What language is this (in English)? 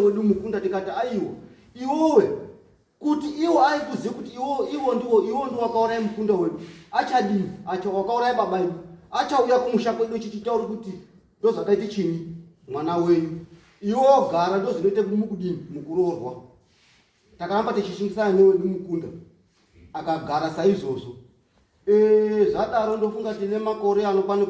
Shona